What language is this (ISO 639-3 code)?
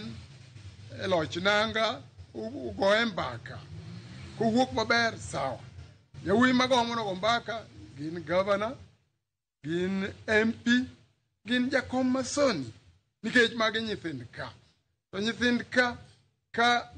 luo